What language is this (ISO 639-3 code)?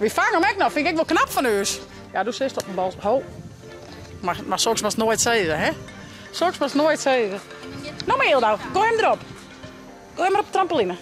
fry